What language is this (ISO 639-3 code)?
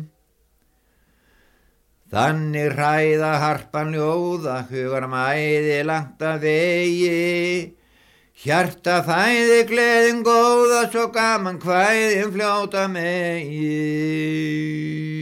isl